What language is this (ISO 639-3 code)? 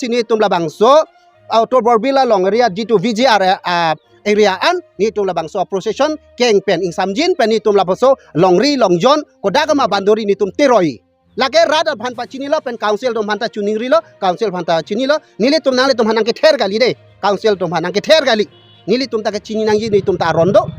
mjw